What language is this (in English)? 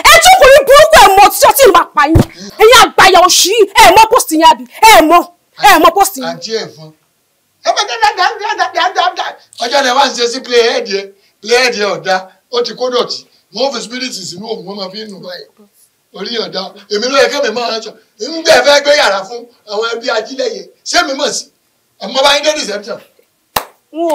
Yoruba